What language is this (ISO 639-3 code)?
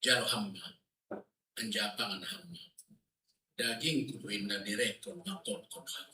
bts